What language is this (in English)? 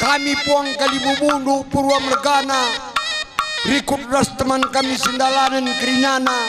Batak Karo